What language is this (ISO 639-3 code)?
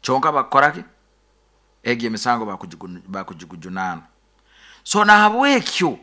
nyo